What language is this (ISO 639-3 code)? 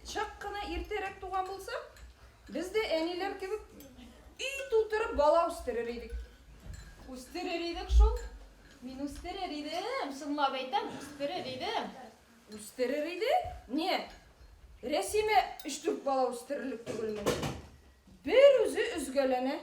bak